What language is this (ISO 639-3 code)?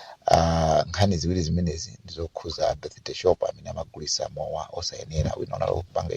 nya